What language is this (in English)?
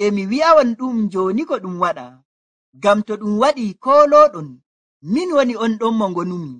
Nigerian Fulfulde